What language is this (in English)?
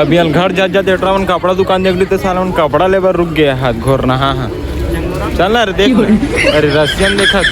Chhattisgarhi